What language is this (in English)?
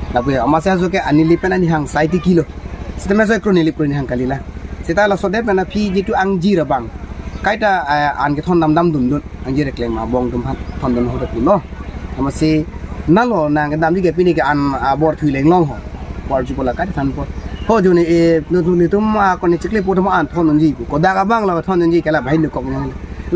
Karbi